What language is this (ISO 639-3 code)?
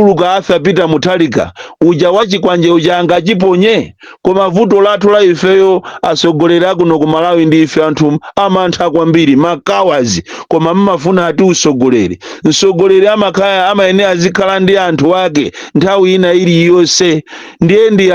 nya